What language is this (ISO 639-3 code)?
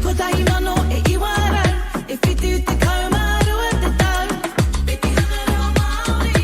mri